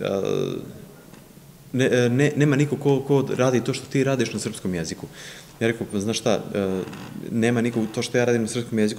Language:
Serbian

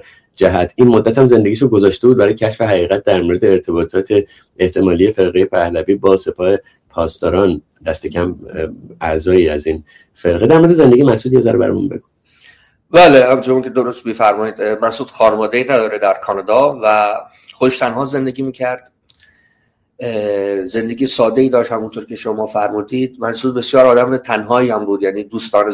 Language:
Persian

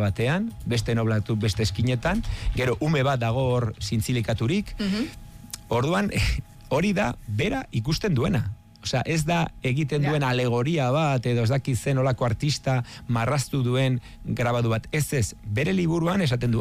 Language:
Basque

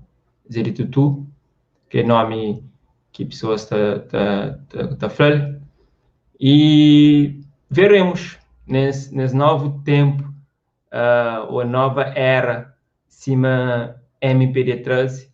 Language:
Kabuverdianu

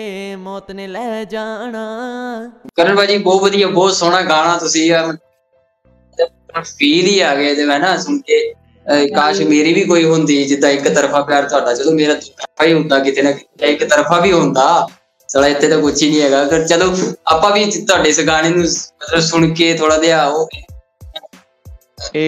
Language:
Punjabi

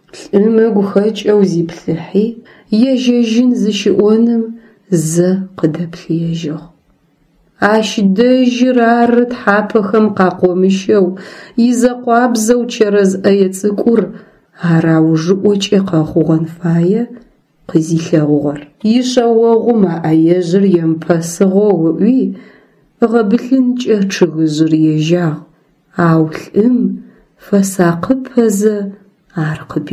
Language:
Adyghe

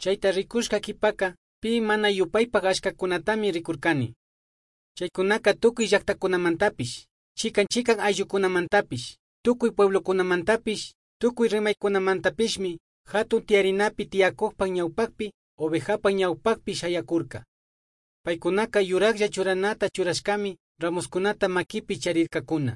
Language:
Chimborazo Highland Quichua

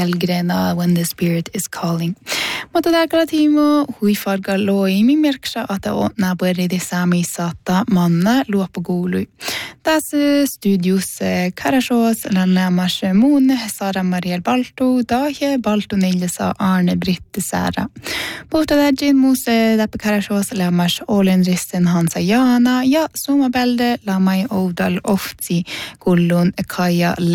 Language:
Northern Sami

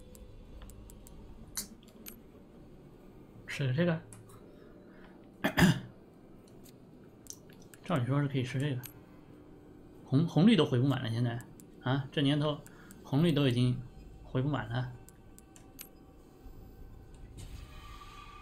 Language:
Chinese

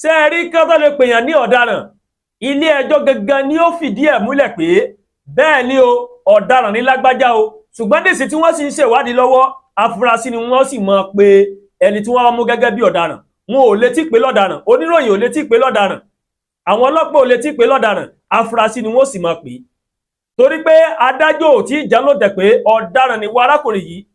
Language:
Yoruba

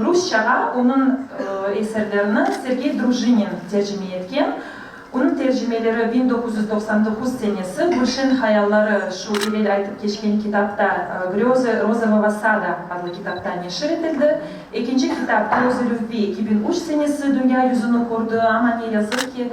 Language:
Crimean Tatar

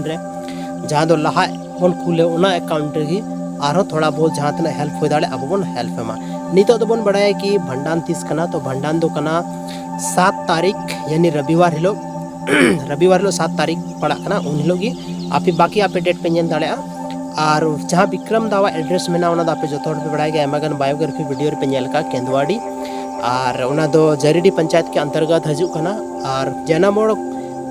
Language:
Santali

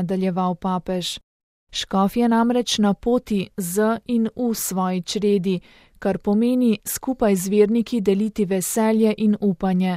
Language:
Slovenian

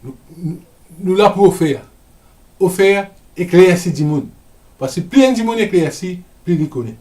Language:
Morisyen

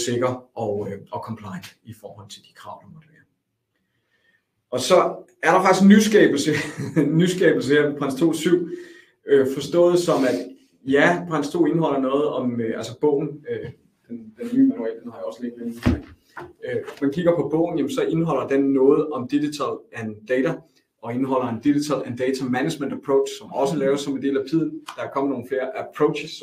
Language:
Danish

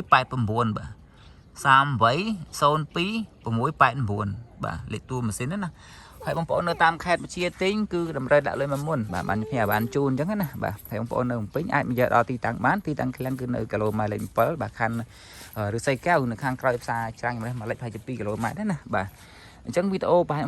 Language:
Khmer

